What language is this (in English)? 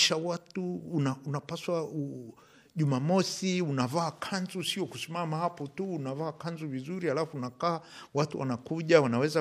Swahili